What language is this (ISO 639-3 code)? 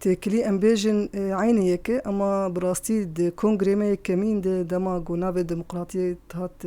kur